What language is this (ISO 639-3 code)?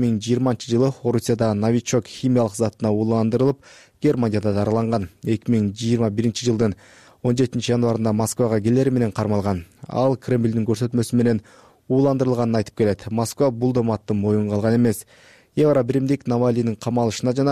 kir